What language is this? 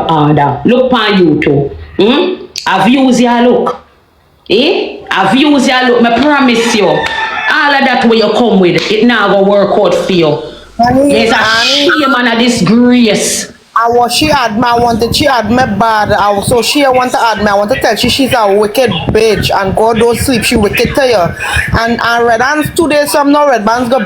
Jamaican Creole English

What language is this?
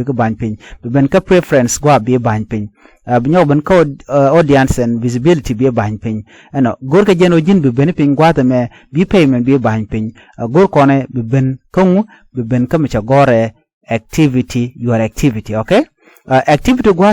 Nuer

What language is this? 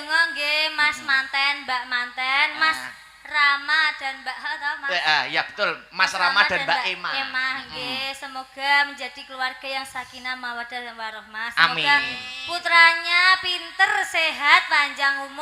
Javanese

